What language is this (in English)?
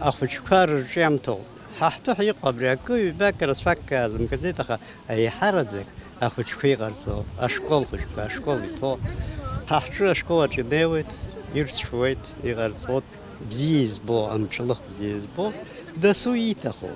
Abkhazian